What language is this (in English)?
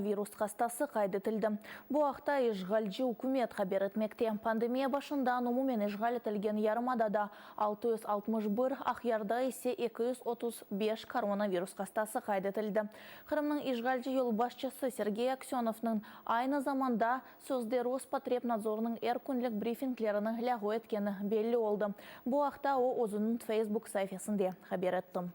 Crimean Tatar